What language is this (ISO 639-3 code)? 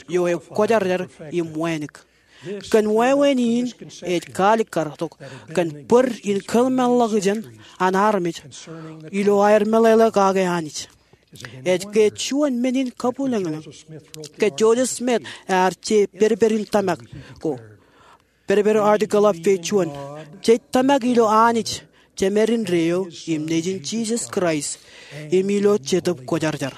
mah